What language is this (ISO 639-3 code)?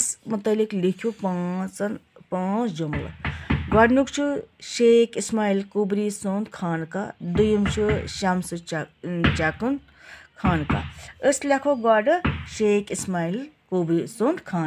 kas